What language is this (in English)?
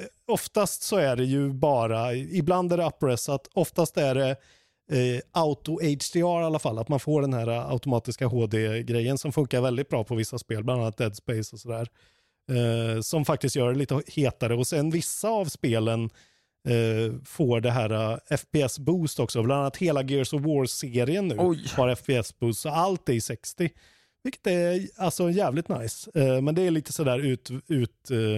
Swedish